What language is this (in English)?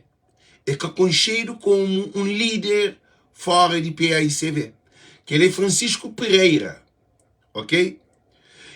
Kabuverdianu